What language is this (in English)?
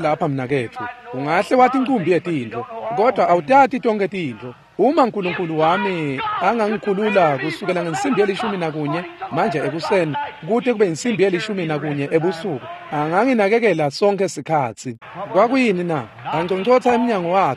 Swati